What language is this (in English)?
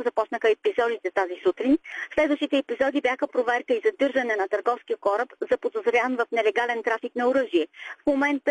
Bulgarian